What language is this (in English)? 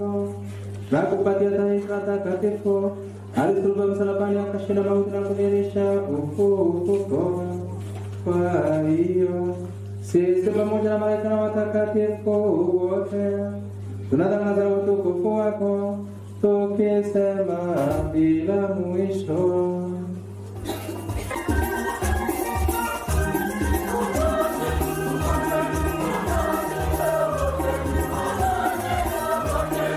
Swahili